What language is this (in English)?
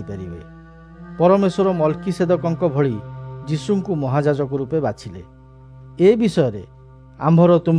Odia